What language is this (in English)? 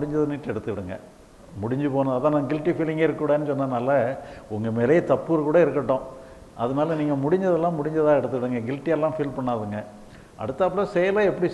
Tamil